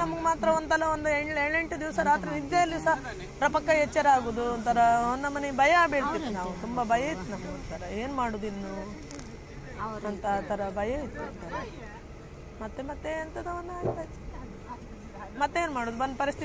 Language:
Kannada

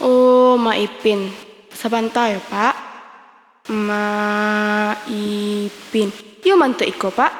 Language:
Minangkabau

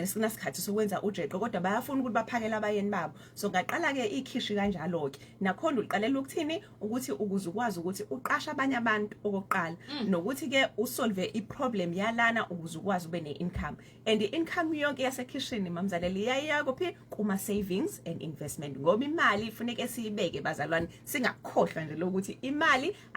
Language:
Zulu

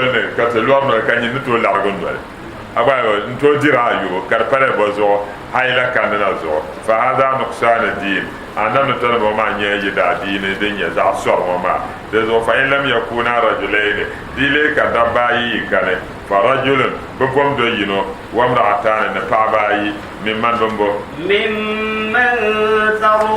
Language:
Dagbani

